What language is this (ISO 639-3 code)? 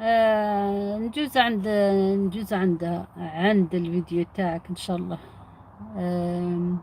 arq